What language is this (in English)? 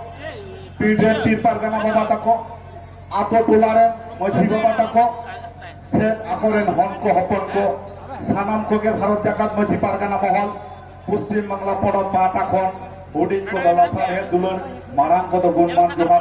Santali